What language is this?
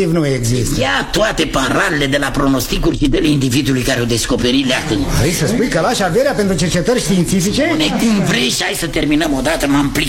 Romanian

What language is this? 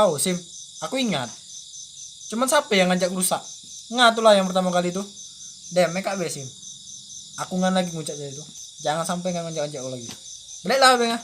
Musi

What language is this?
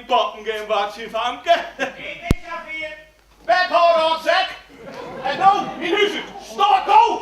Western Frisian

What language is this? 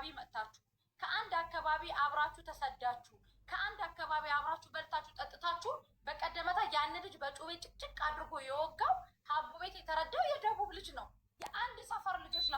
Amharic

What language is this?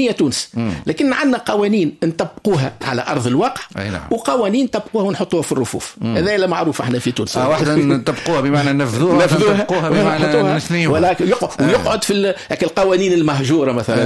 Tunisian Arabic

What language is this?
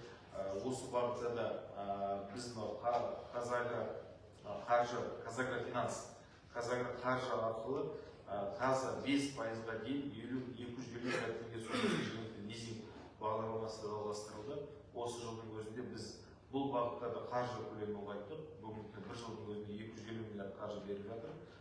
Kazakh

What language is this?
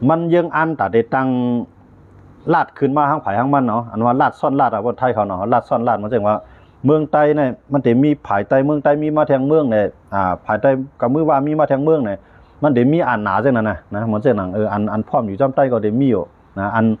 Shan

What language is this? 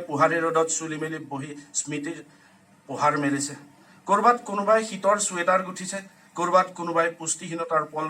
Assamese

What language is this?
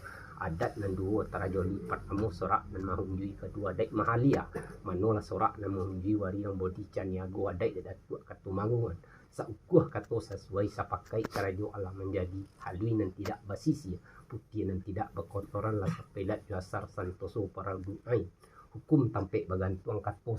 Minangkabau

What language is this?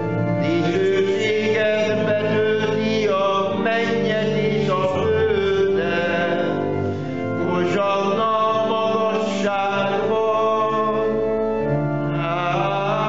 Hungarian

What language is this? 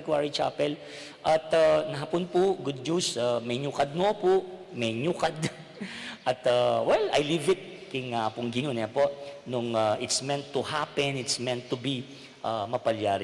Pampanga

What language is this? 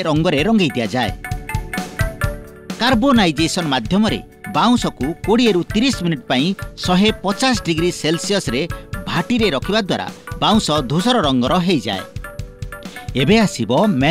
Odia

